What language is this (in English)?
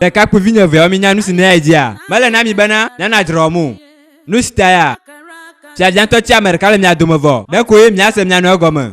Ewe